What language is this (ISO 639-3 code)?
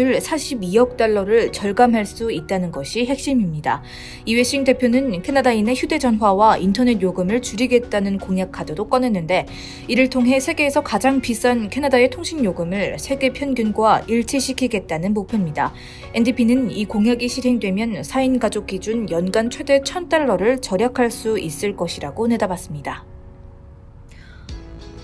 kor